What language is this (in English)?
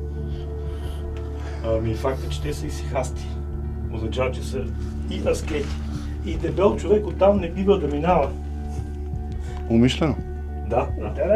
Bulgarian